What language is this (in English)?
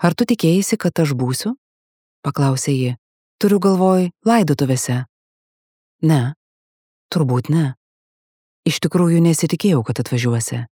Lithuanian